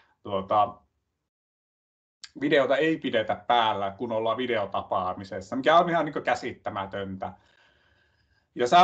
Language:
Finnish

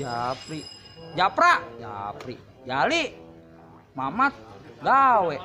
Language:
Betawi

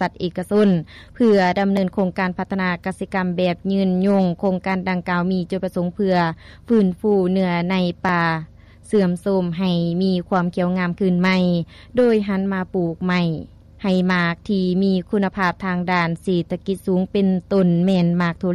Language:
Lao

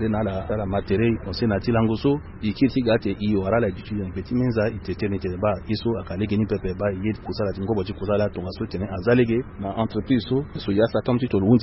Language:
Sango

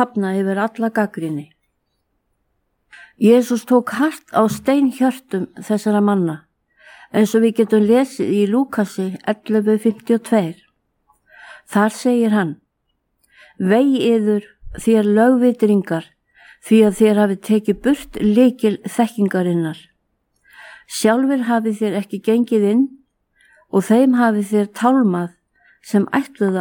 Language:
Icelandic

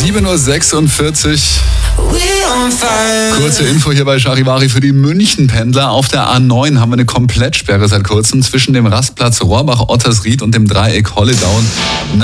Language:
German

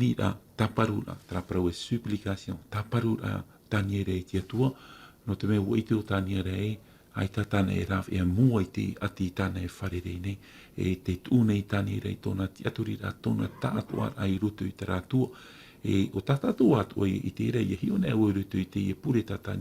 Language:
Tahitian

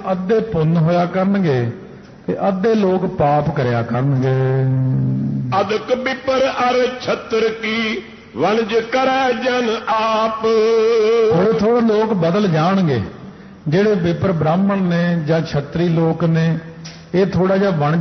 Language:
Punjabi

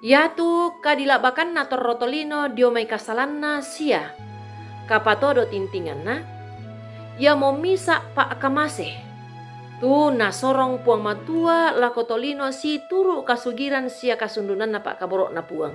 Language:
Toraja-Sa'dan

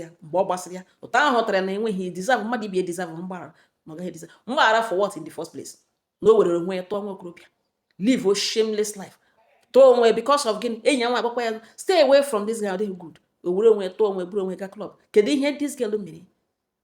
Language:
Igbo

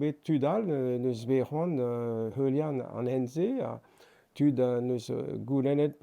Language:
Breton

